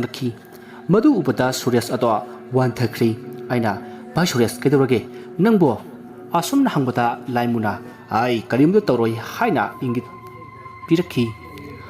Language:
Manipuri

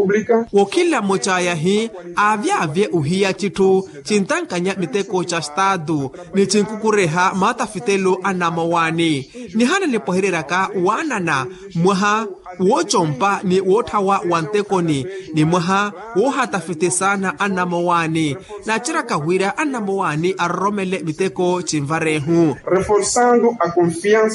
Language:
Makhuwa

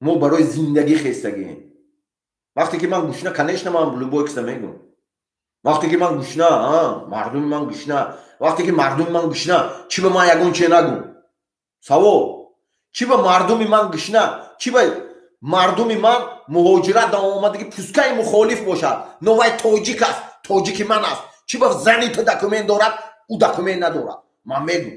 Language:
Tajik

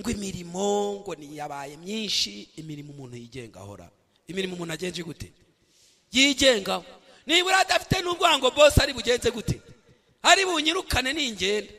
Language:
Kinyarwanda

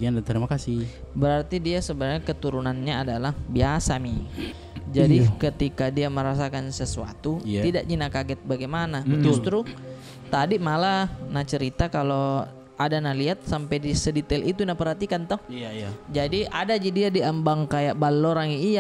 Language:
Makassar Malay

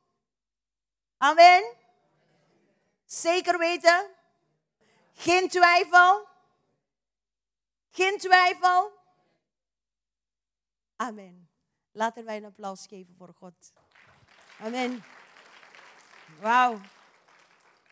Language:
Dutch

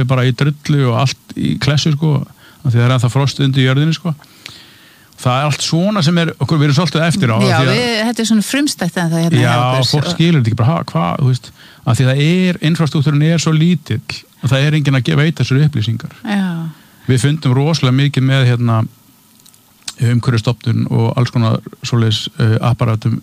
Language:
Icelandic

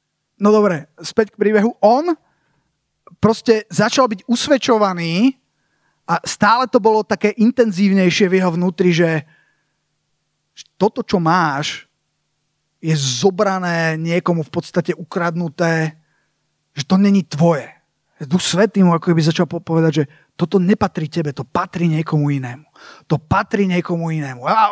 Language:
Slovak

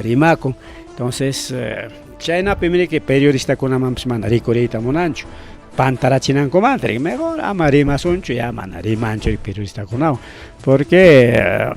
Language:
Ayacucho Quechua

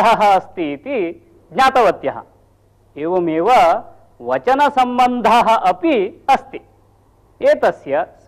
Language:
Sanskrit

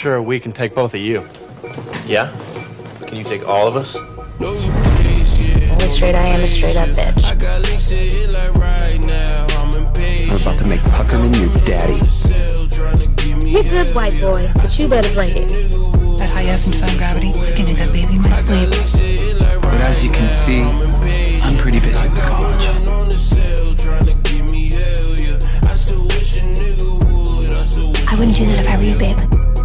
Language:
English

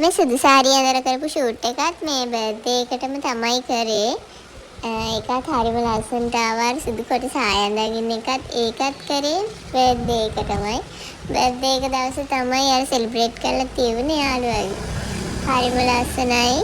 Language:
Sinhala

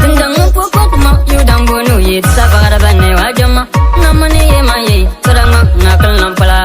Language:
Bimoba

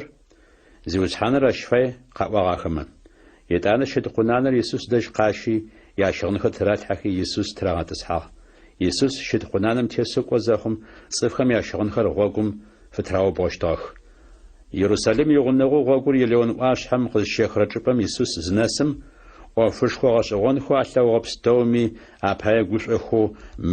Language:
Adyghe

